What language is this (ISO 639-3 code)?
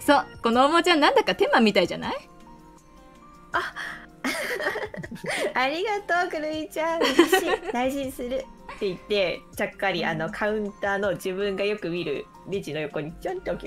jpn